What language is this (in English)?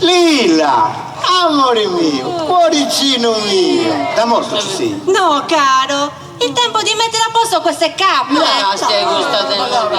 Sardinian